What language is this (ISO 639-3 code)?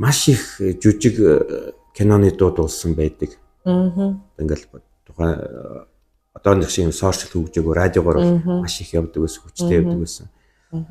mon